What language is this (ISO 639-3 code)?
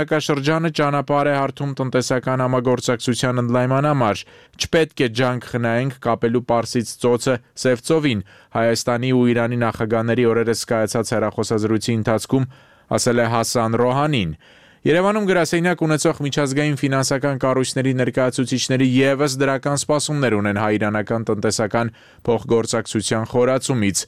hye